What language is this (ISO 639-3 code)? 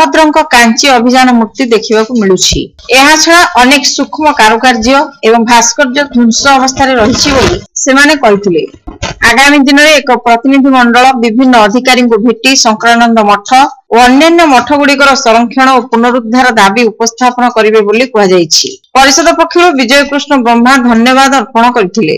ori